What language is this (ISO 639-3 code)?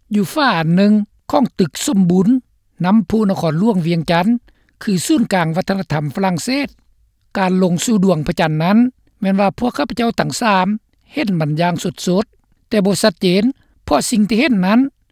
lao